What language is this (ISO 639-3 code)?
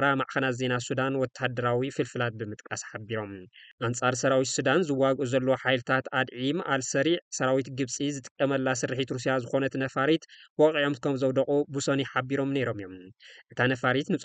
tir